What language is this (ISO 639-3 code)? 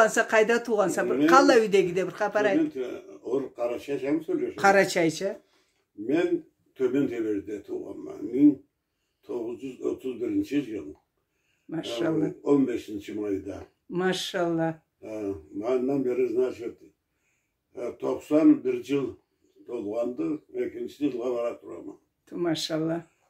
krc